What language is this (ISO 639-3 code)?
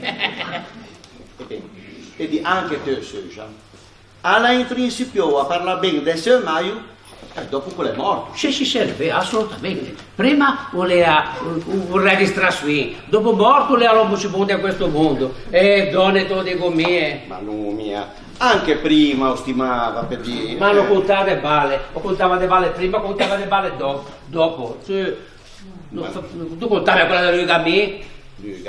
lij